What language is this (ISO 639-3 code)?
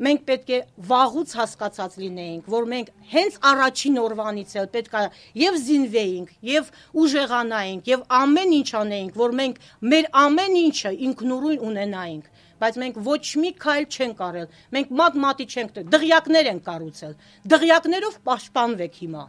hye